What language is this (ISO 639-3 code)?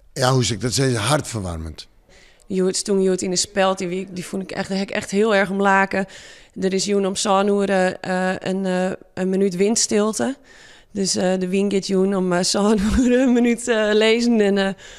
fry